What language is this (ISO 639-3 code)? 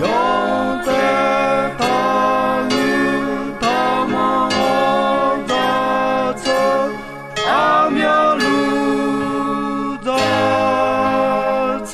ahk